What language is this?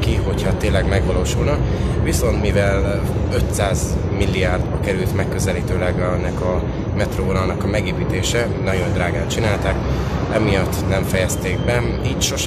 Hungarian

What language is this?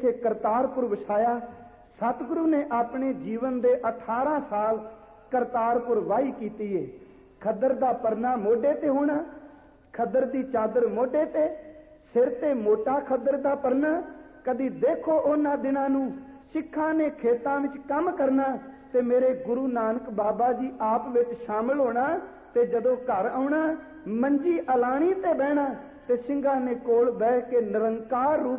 Punjabi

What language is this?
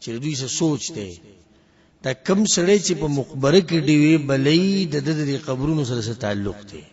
Pashto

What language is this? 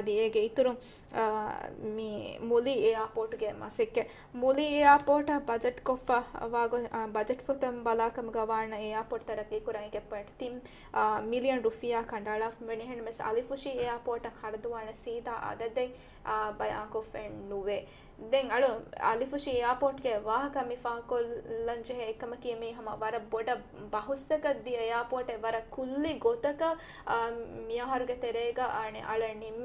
Divehi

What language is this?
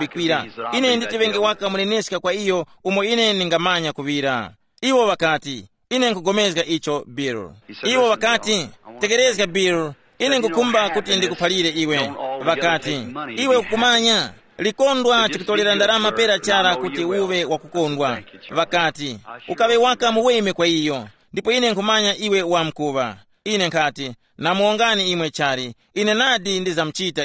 Tumbuka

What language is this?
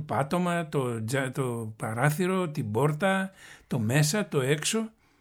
Greek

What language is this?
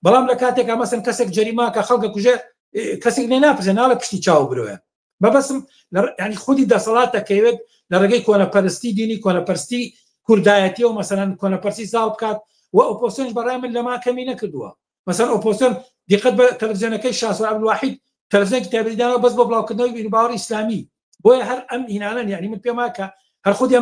Central Kurdish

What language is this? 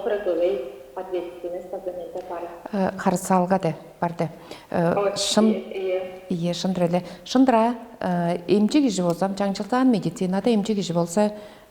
Tuvinian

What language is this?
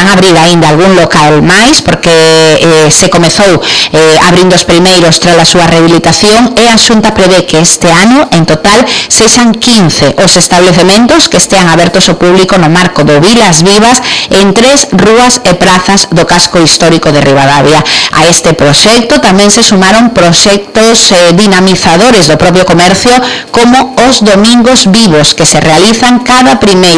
Galician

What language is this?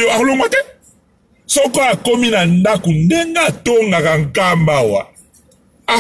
Lingala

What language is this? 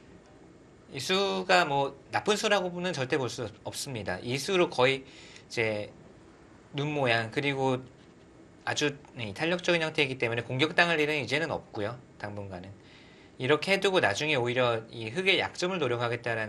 Korean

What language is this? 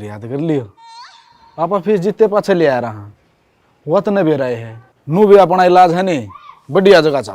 Haryanvi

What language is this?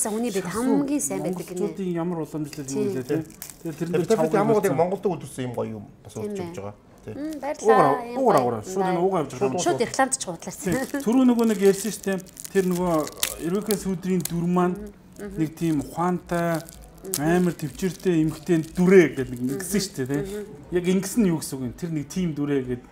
Mongolian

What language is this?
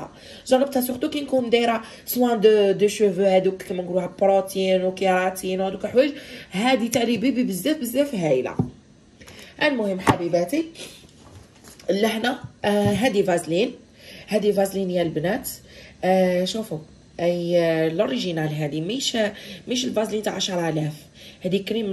Algerian Arabic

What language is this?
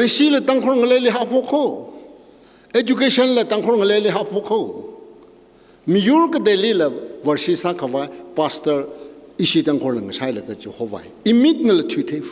Tangkhul Naga (India)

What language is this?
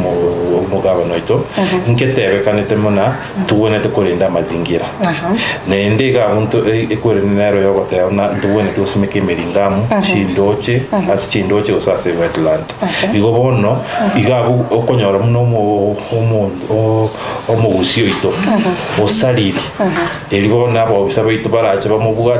Gusii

